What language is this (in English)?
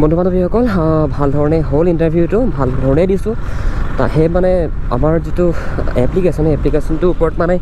Assamese